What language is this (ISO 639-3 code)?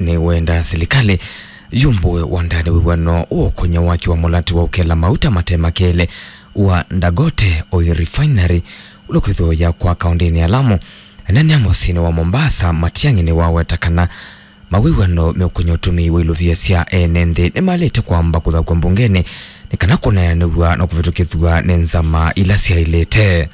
kam